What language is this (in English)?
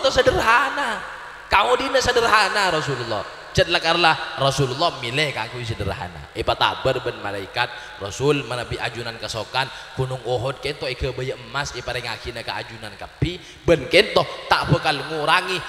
Madurese